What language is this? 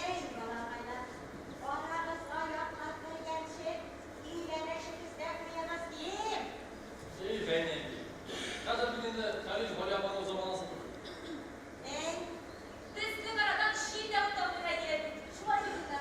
Tatar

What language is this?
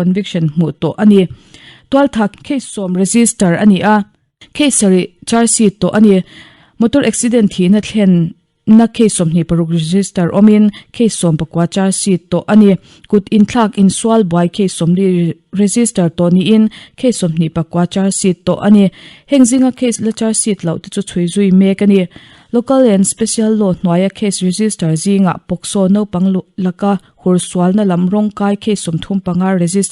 Mizo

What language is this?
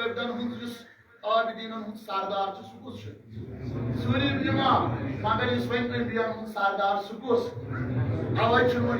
Kashmiri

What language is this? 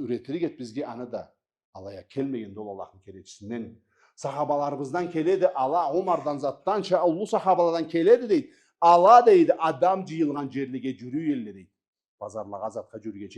Karachay-Balkar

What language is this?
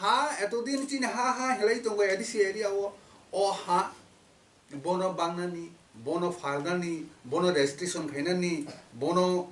Kok Borok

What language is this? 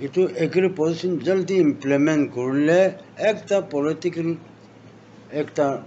Naga Pidgin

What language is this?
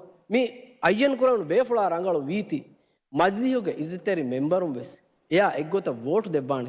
Divehi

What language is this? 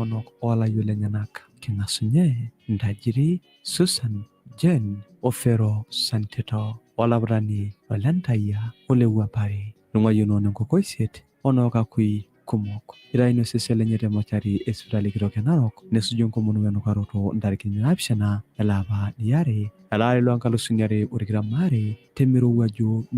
Masai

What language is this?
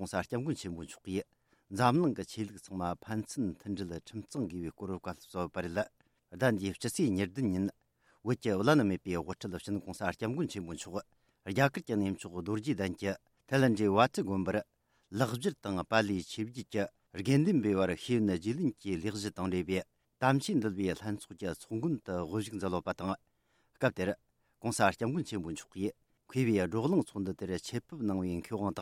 Tibetan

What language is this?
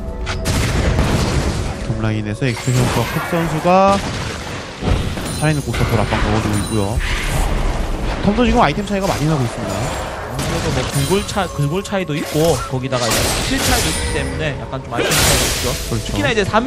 Korean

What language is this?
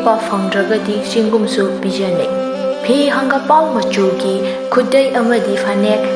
Manipuri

